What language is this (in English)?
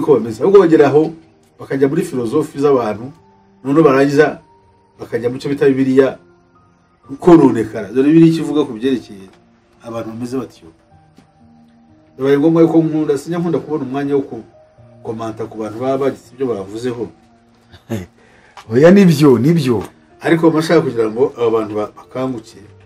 Kinyarwanda